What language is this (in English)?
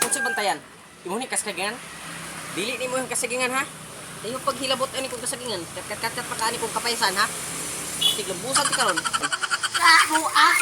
Cebuano